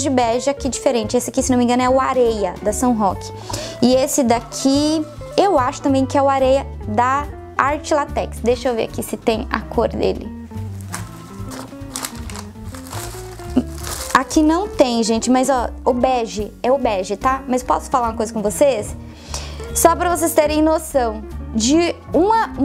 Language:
Portuguese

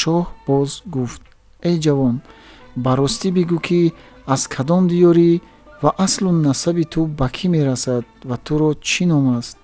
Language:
Tajik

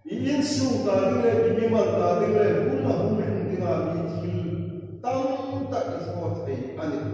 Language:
Hmar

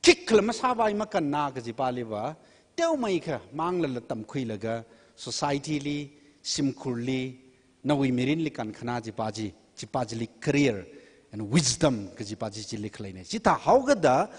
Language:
Tangkhul Naga (India)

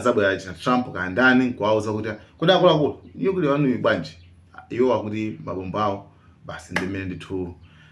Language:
Nyanja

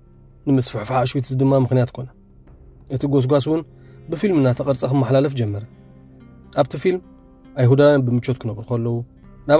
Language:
Tigrinya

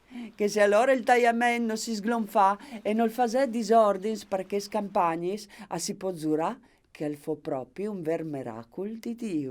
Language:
Friulian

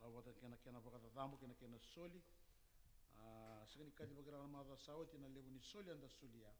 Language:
Fijian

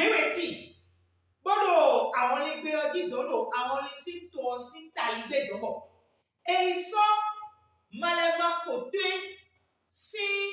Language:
Fon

